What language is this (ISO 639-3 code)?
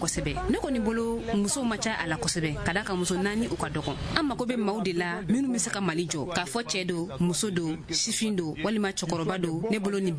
bam